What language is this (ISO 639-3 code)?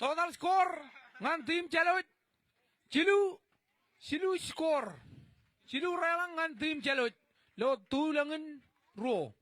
mah